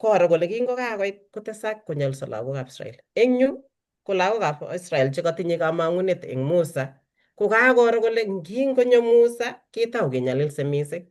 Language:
Kalenjin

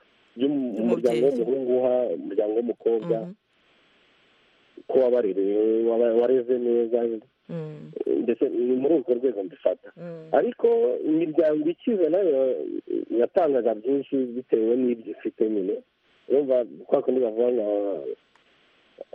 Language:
Kinyarwanda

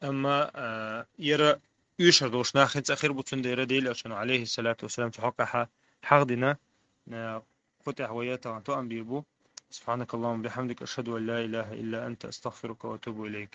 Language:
Chechen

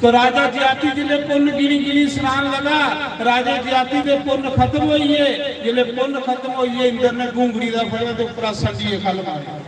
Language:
Dogri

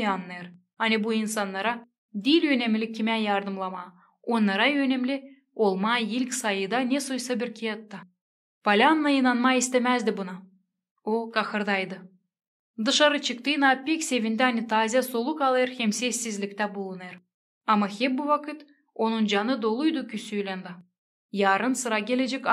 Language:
Gagauz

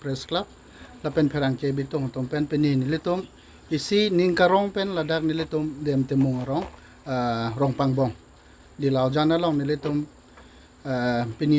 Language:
Karbi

